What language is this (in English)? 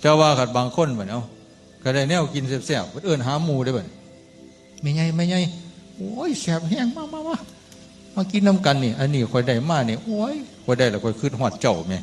Northeastern Thai